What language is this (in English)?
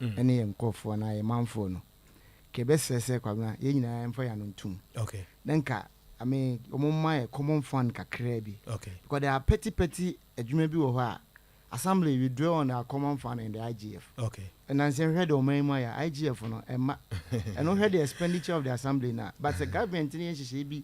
Akan